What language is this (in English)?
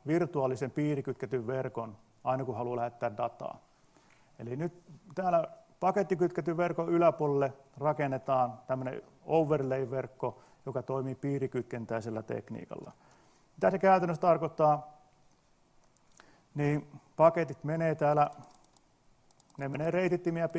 Finnish